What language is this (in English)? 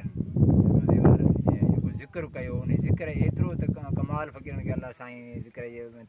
Sindhi